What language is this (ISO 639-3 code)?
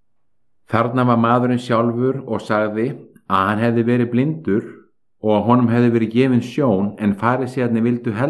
isl